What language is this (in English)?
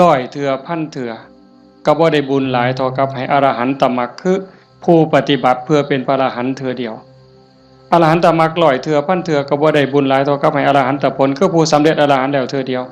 Northeastern Thai